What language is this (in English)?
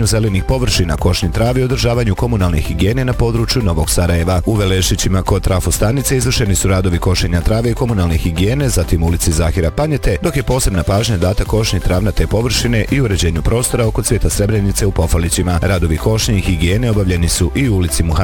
Bosnian